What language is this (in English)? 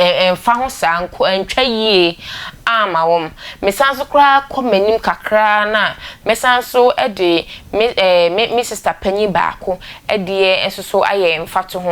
Akan